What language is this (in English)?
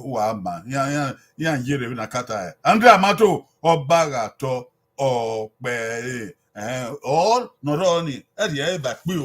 Bini